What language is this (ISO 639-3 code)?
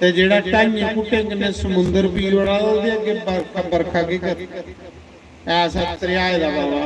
doi